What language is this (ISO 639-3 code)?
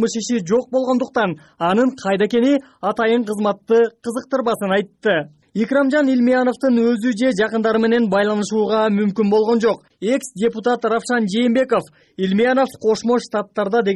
kir